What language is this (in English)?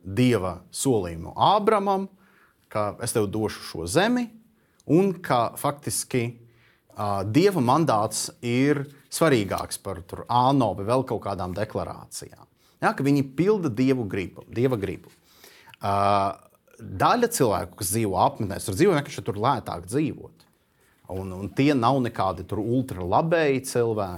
Latvian